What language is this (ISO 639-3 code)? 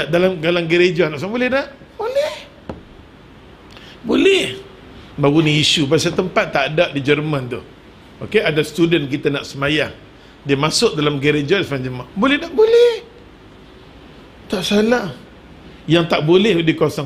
msa